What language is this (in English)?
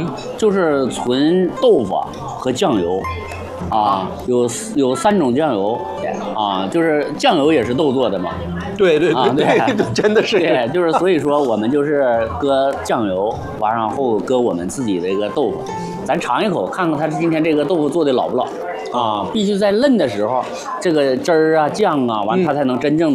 Chinese